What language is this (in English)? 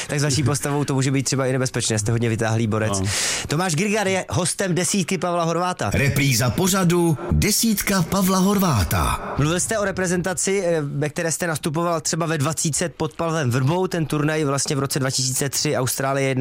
Czech